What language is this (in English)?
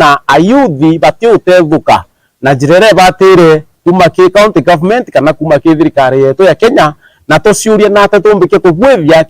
Meru